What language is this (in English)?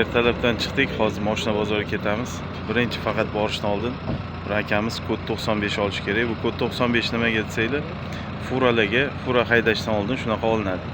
Uzbek